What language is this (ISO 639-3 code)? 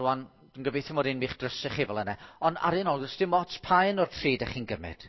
cym